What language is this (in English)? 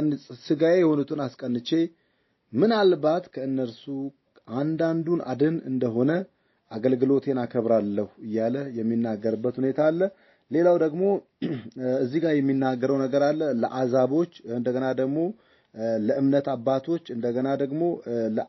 Amharic